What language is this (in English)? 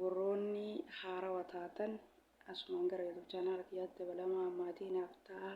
Oromo